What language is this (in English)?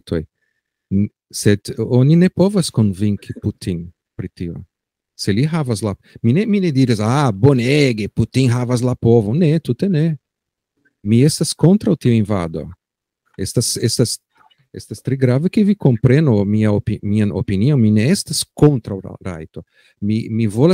Esperanto